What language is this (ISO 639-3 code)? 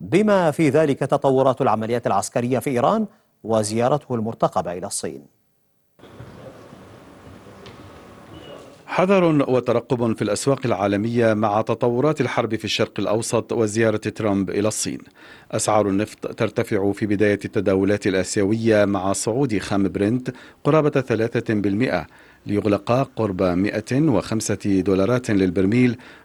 ara